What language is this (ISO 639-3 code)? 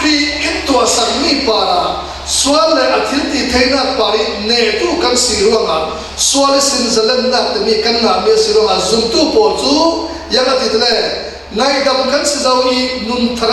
cfm